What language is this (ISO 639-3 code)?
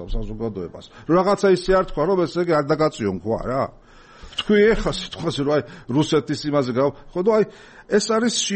kat